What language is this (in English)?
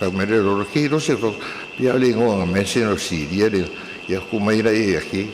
Samoan